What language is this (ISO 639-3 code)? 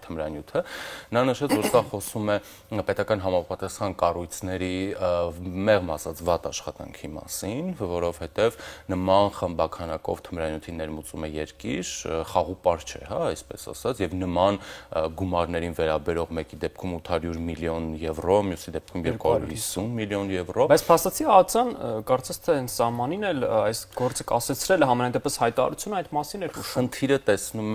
hye